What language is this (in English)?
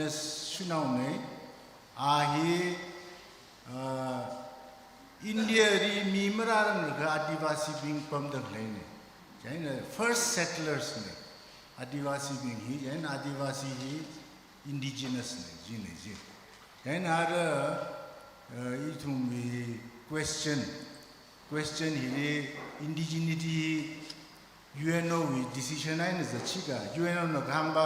Tangkhul Naga (India)